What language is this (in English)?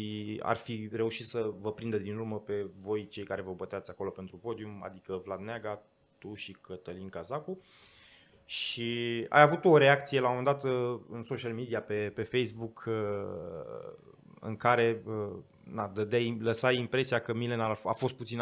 Romanian